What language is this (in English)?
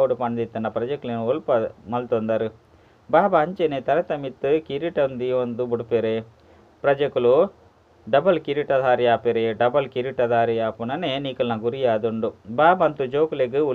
Tulu